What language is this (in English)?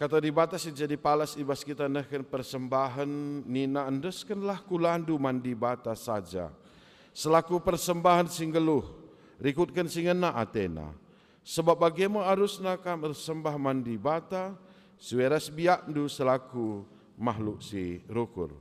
Batak Karo